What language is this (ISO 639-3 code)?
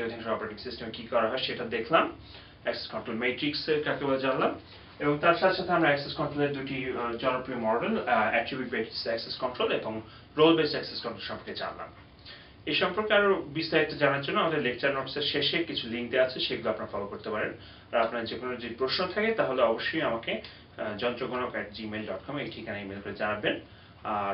ben